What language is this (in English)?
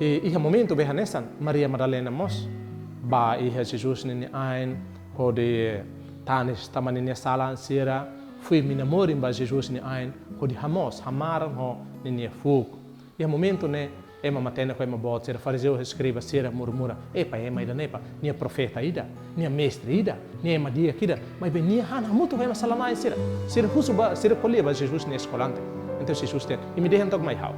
Tetum